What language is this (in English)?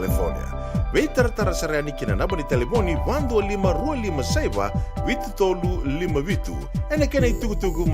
Fijian